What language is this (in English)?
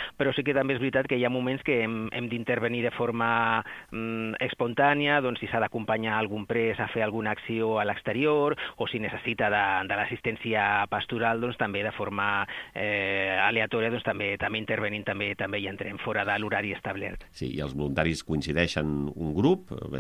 Catalan